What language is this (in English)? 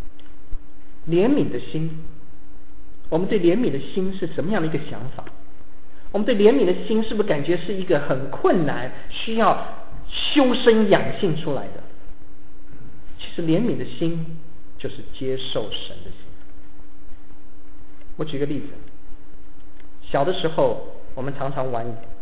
Chinese